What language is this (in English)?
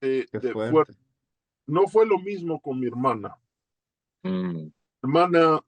Ladino